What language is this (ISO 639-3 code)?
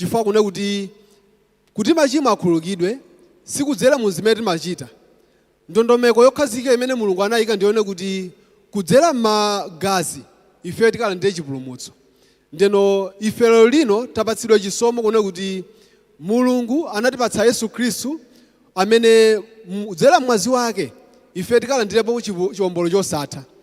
nya